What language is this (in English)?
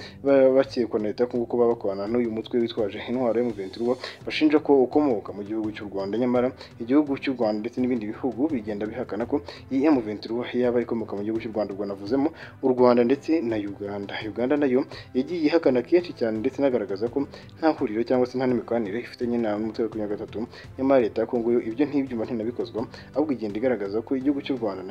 Kinyarwanda